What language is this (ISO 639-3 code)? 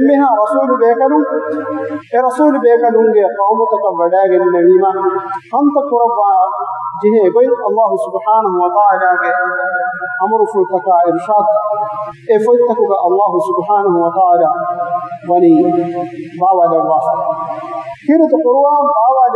div